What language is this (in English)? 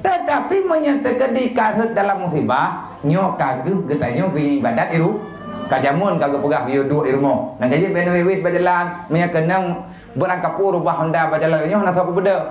Achinese